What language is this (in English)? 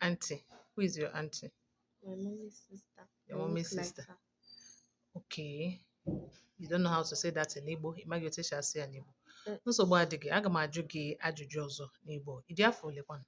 Igbo